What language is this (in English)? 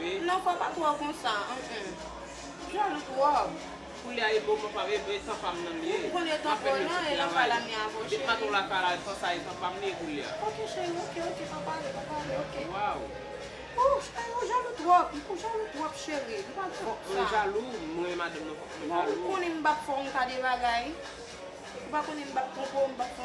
Haitian Creole